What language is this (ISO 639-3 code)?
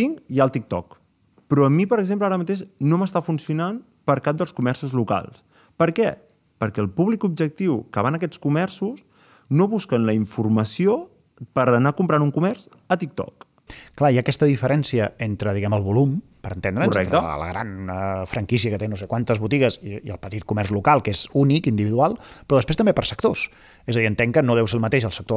cat